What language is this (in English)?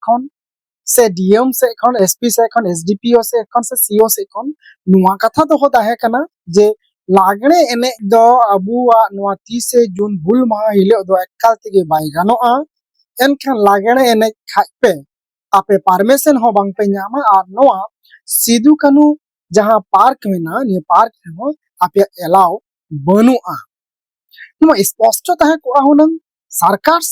Santali